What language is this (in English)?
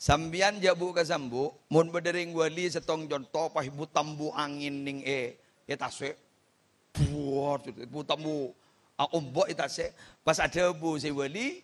Madurese